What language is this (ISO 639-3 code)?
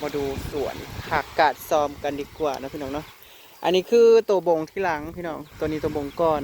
tts